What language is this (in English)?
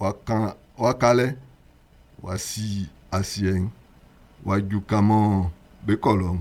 Baoulé